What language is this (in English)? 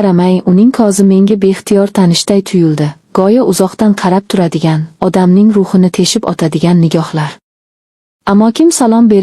Uzbek